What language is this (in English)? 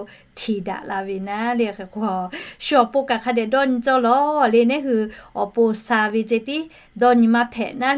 Lahu